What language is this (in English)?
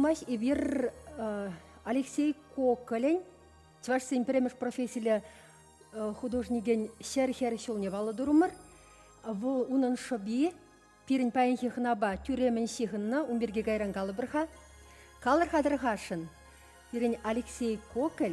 Chuvash